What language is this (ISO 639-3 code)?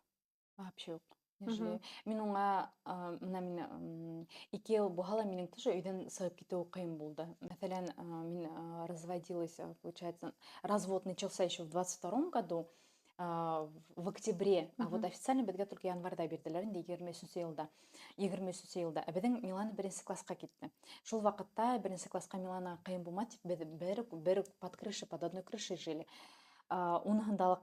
bak